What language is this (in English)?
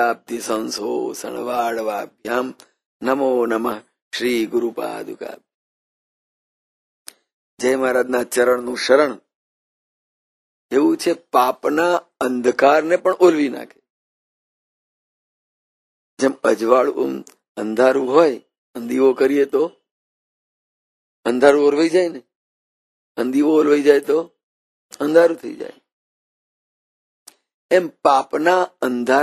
Gujarati